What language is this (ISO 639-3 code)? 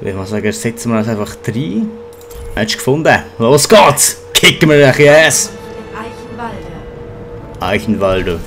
gsw